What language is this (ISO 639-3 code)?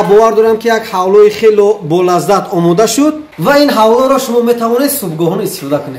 tgk